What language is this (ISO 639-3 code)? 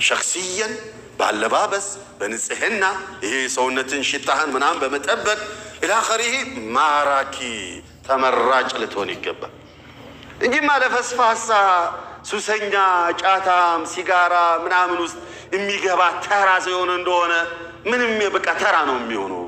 amh